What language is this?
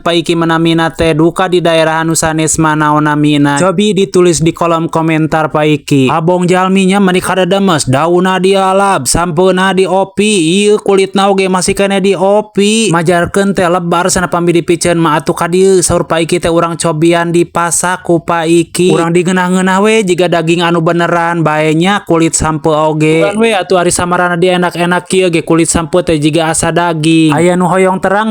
Sundanese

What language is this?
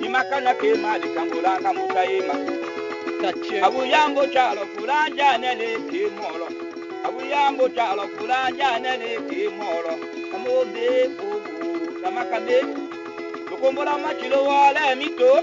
Tetela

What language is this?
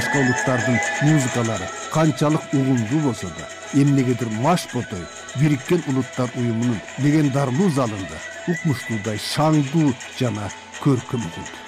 Kyrgyz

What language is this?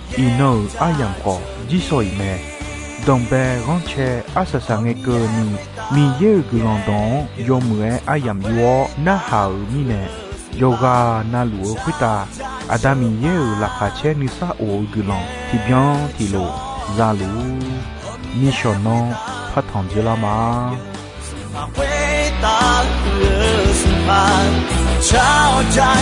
Akha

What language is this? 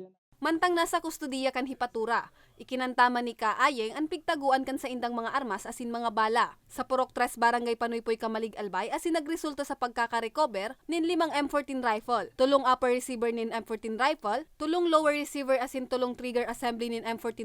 Bikol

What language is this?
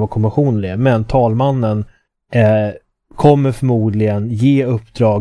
Swedish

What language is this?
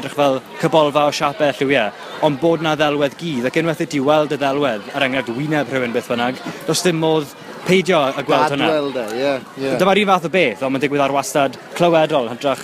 Welsh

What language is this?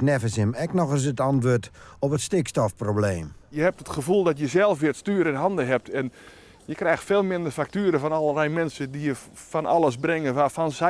Western Frisian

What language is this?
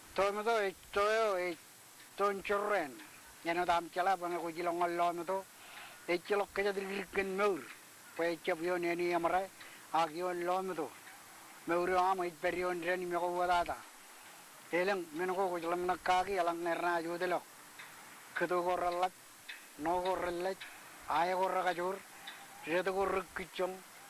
Marshallese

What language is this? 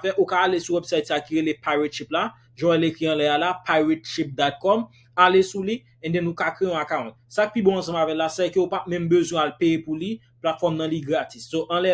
Haitian Creole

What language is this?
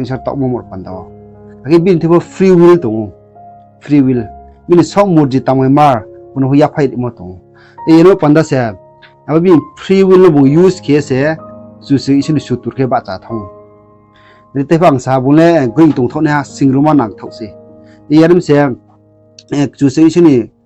Riang (India)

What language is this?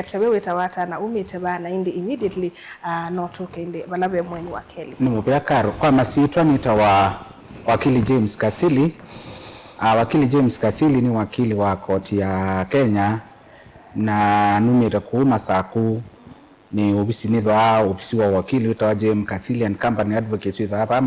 Kamba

